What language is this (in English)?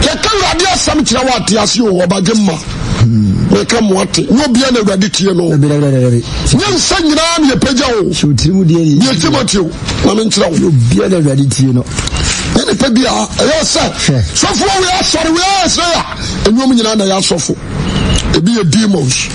Akan